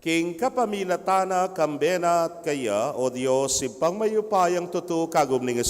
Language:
Pampanga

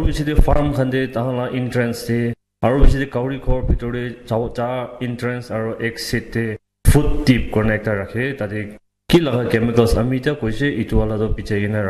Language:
Naga Pidgin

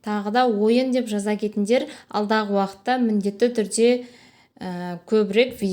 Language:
Kazakh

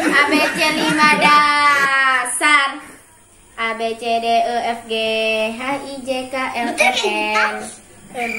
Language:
Banjar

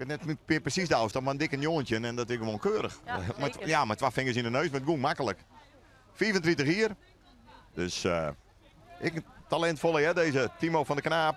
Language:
Western Frisian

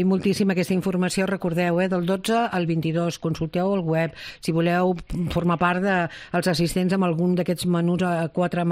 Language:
Catalan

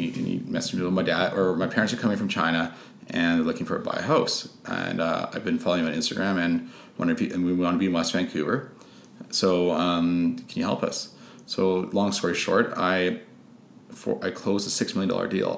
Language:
English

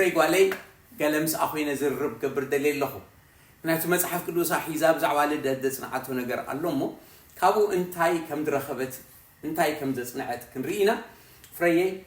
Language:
Tigrinya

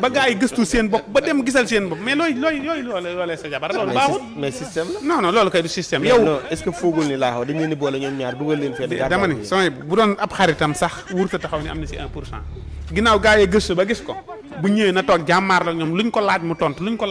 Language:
Wolof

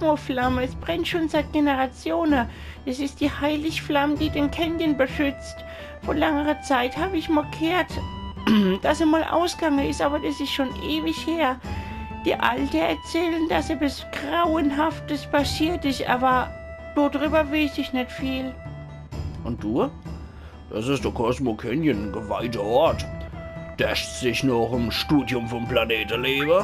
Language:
Palatine German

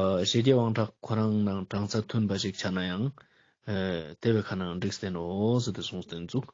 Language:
Ladakhi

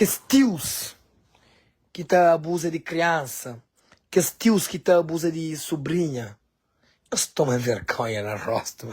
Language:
Kabuverdianu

